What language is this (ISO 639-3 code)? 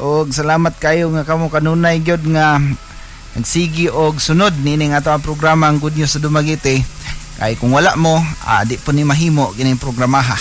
ceb